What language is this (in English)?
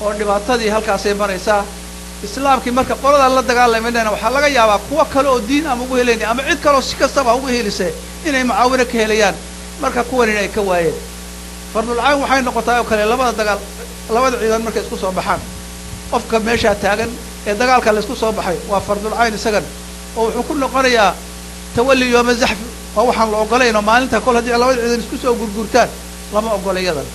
Somali